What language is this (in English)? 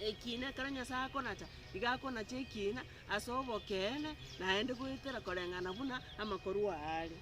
Gusii